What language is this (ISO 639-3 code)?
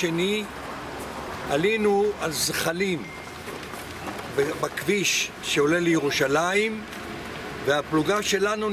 heb